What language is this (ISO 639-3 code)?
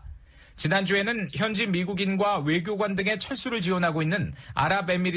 kor